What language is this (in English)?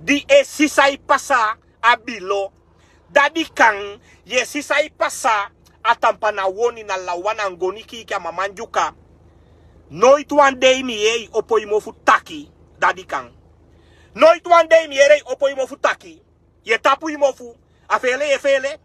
Sranan Tongo